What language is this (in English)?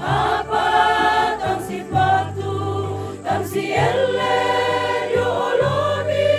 Toraja-Sa'dan